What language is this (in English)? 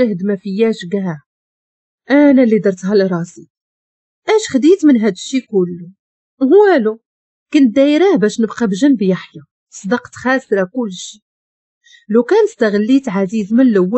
Moroccan Arabic